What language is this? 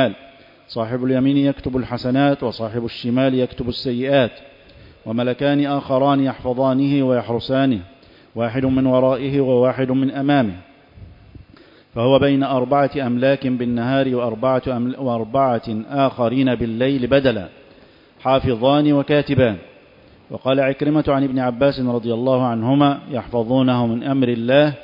Arabic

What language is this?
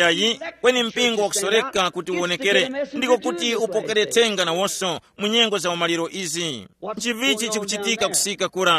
Tumbuka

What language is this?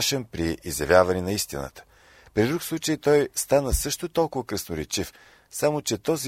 Bulgarian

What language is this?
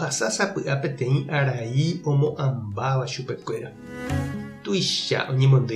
Guarani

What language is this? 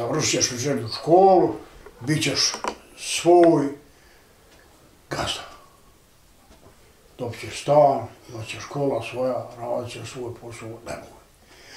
Bosnian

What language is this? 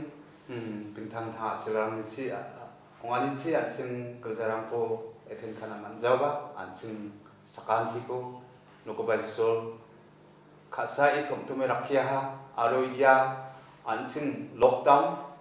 Garo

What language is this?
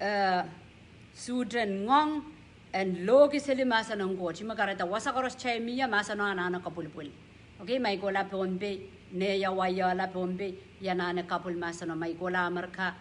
Pohnpeian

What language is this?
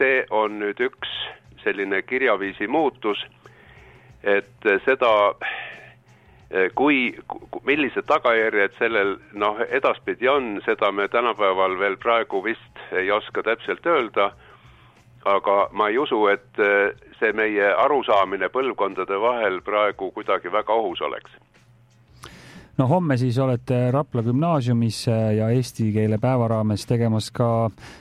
Estonian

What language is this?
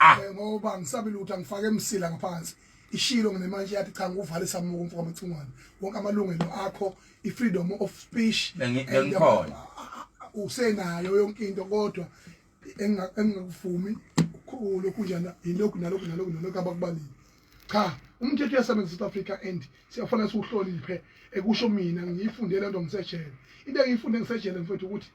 Zulu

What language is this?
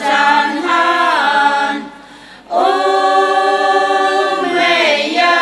Tangkhul Naga (India)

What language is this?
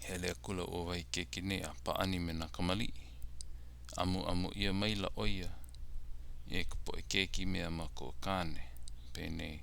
Hawaiian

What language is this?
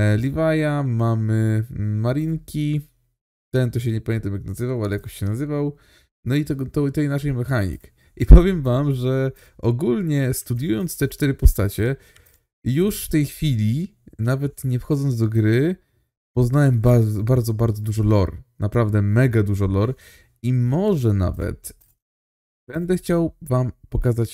Polish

